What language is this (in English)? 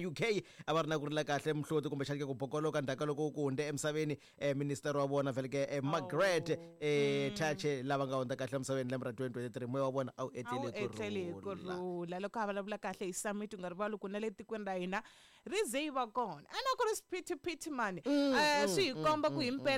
Tsonga